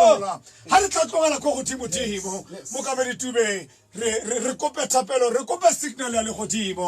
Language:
Tswana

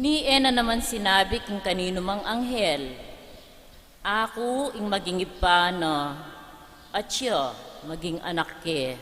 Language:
Pampanga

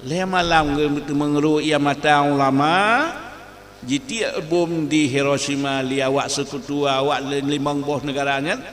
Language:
Achinese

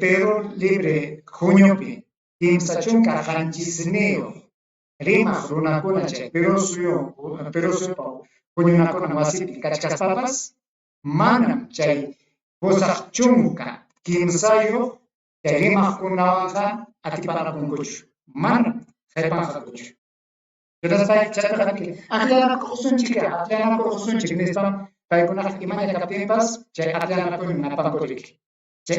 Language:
Ayacucho Quechua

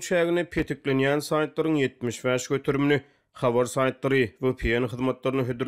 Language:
Turkmen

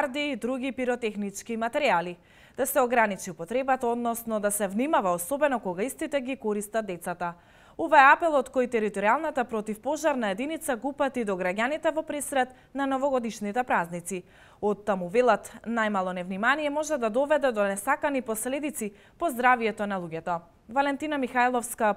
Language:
Macedonian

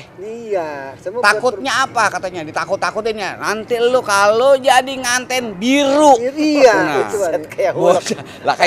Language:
Betawi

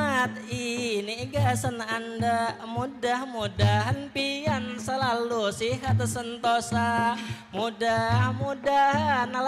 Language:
Banjar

